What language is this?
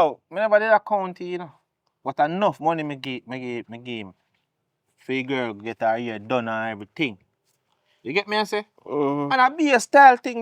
Jamaican Creole English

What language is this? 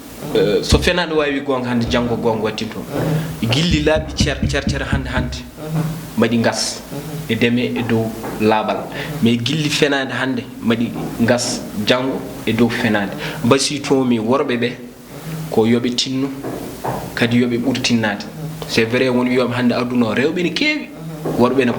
Fula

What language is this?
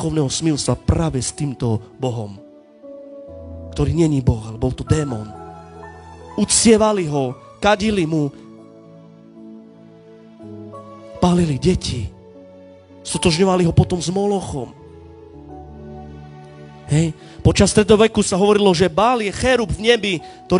Slovak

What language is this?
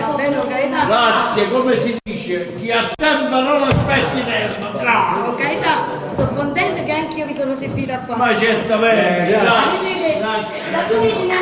Neapolitan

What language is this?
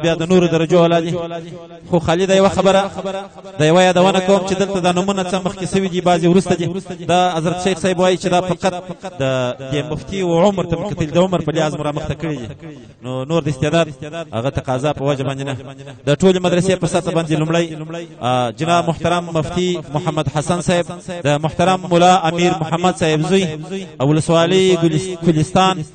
Pashto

